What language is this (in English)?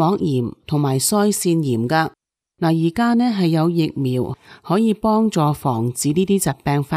Cantonese